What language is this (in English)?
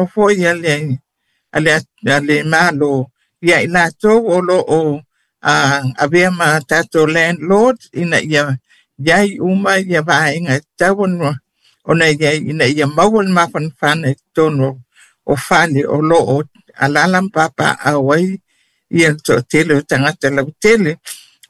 Samoan